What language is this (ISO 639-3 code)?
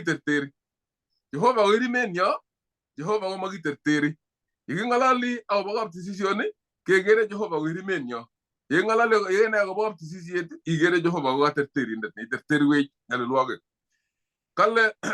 kln